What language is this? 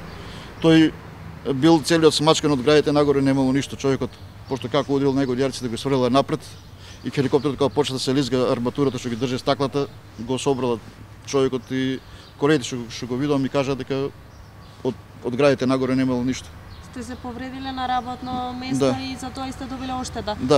Macedonian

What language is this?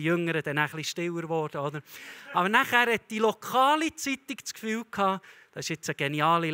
Swiss German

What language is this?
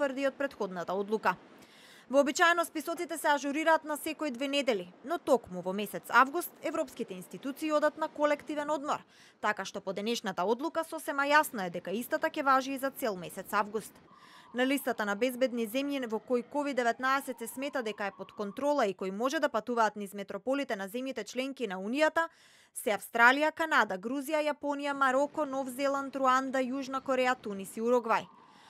Macedonian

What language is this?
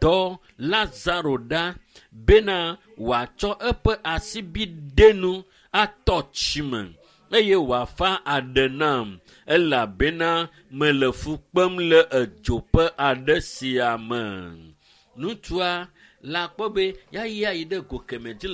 Ewe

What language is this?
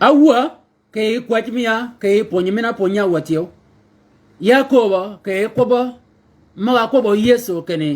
Shilluk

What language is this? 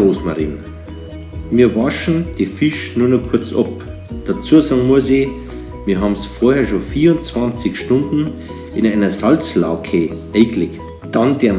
Bavarian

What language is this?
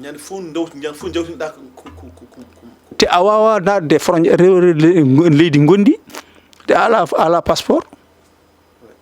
Fula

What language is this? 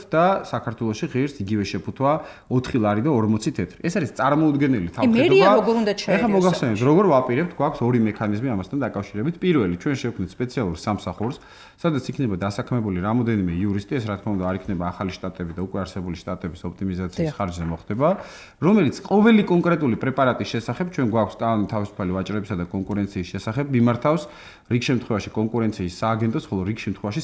Georgian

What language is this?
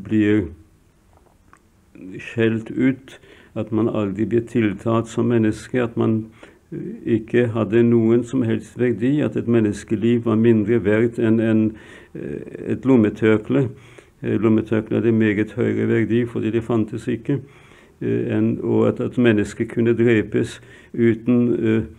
Norwegian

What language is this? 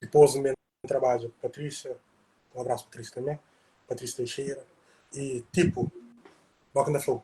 Kabuverdianu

